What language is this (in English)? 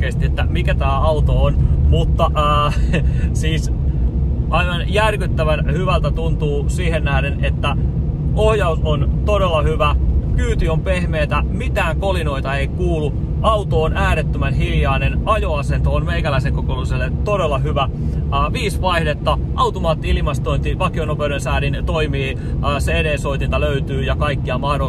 Finnish